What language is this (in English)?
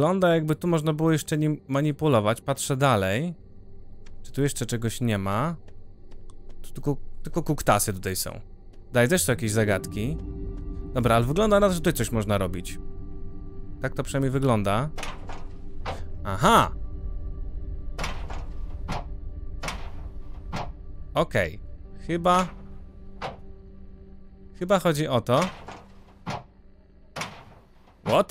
Polish